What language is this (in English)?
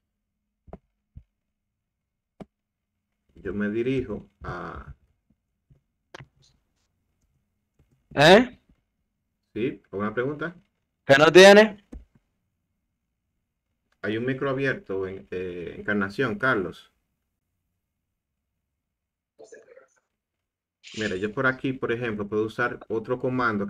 Spanish